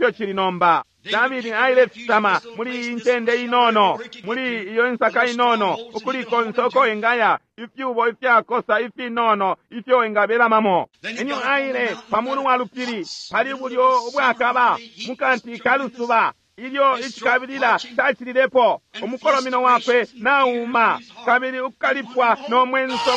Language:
Bemba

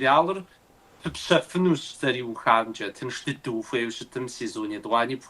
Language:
Kabardian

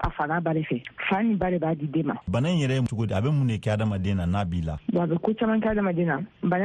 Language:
Bambara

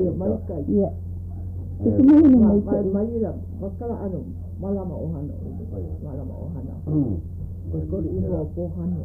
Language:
Hawaiian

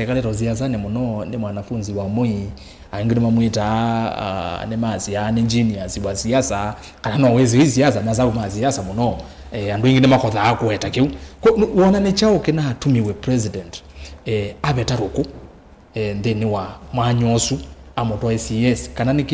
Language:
Kamba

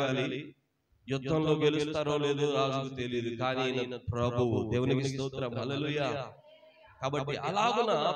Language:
Telugu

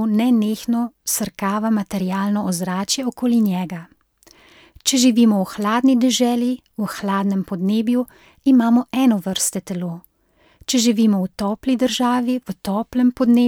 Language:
Slovenian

